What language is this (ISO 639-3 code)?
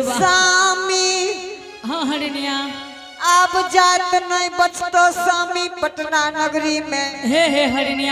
anp